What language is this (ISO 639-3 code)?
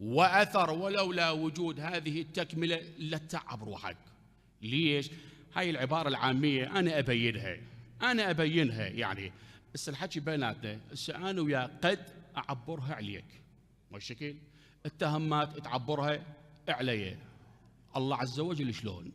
acm